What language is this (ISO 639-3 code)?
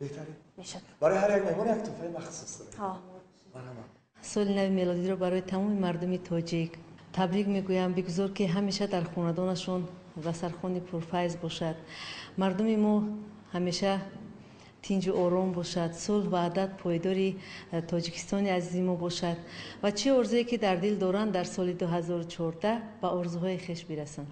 tgk